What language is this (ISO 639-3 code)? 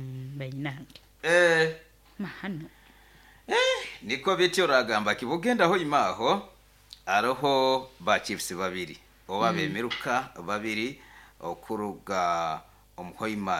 nyo